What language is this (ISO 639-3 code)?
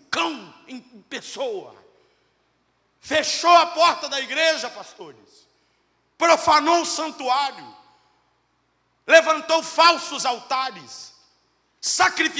por